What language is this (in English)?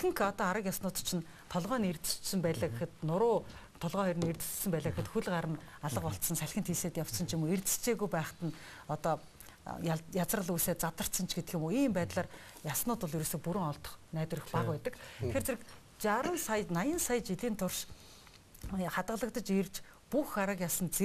Mongolian